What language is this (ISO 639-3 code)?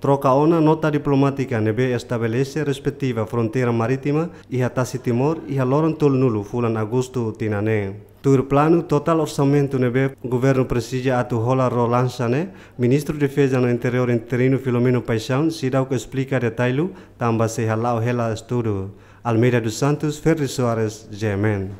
tet